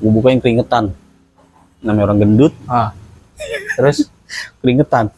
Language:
Betawi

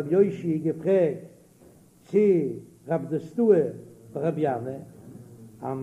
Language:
Yiddish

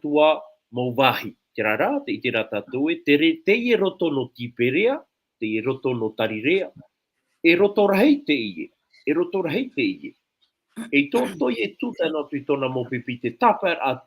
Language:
Tahitian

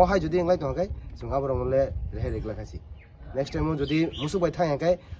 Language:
Kok Borok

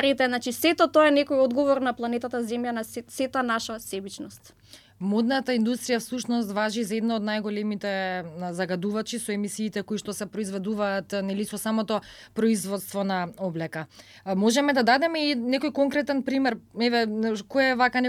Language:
Macedonian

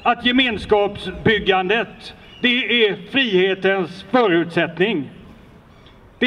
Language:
Swedish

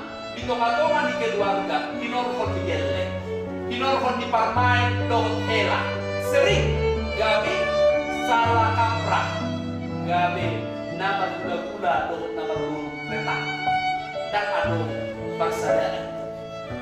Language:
Batak Toba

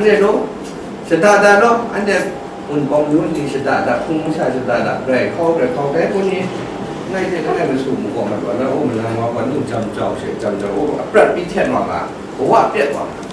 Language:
Kachin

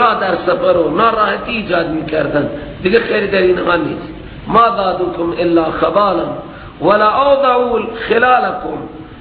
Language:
Persian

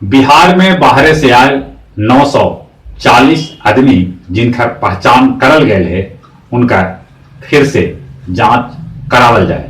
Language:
Magahi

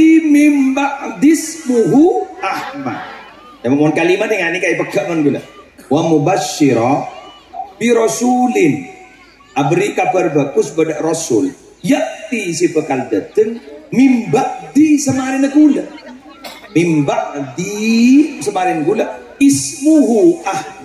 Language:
Madurese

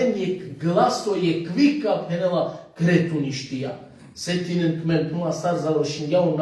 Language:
Balkan Romani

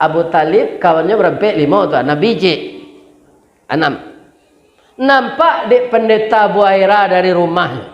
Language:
Minangkabau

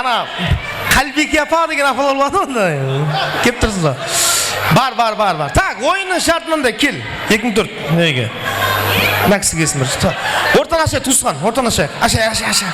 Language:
Kara-Kalpak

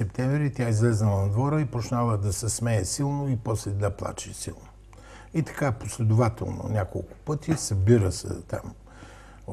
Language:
Bulgarian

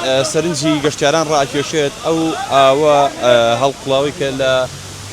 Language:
Central Kurdish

